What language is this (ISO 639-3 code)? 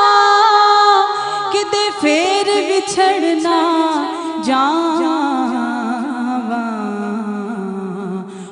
urd